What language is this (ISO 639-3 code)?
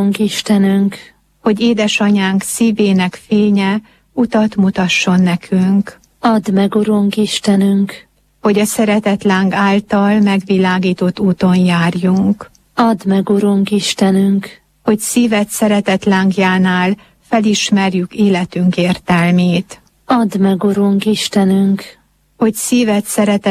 hun